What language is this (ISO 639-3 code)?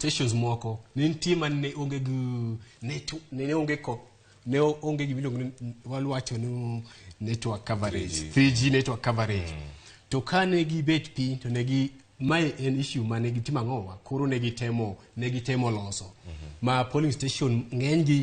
luo